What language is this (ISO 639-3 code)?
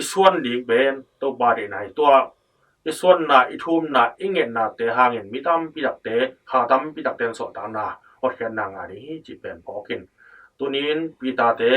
ctd